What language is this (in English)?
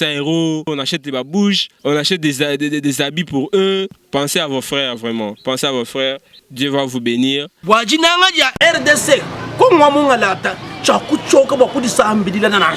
Luba-Lulua